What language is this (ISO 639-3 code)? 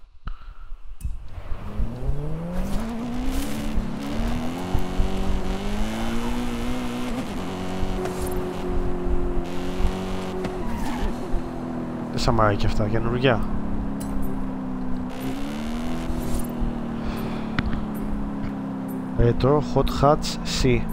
ell